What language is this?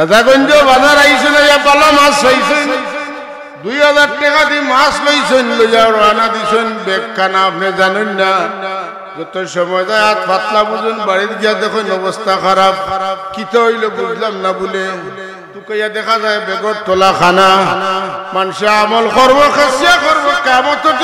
Sylheti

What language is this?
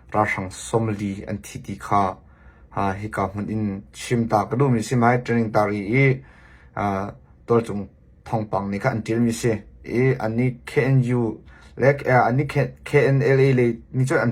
Hakha Chin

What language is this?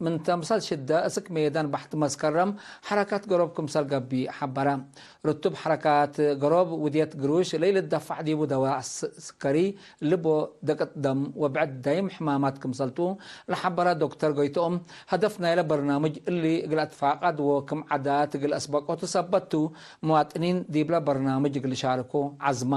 Tigre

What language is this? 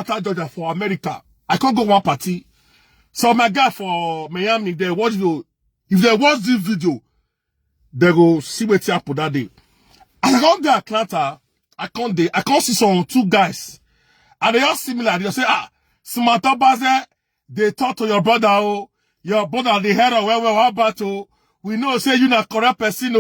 Nigerian Pidgin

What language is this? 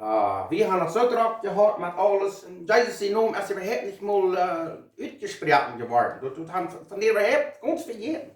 Plautdietsch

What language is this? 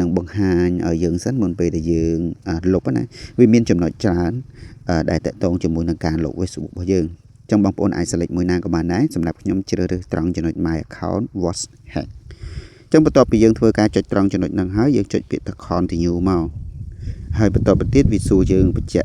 Khmer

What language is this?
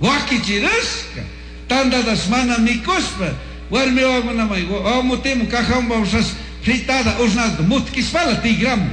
Chimborazo Highland Quichua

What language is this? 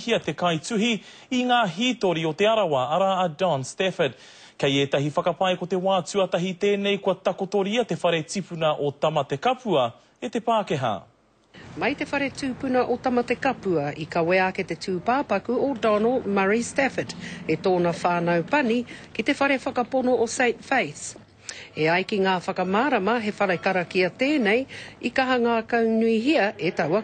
Māori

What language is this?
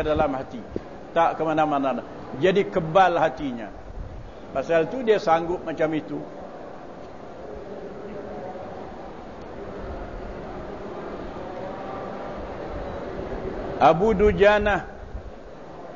Malay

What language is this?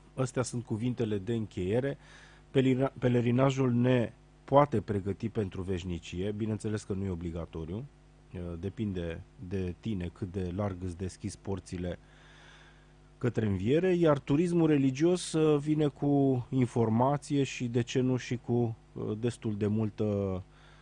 Romanian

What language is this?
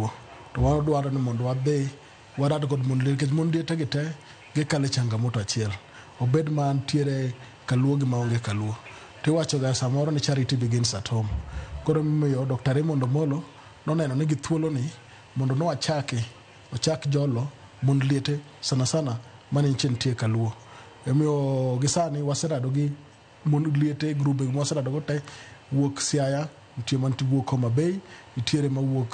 Luo (Kenya and Tanzania)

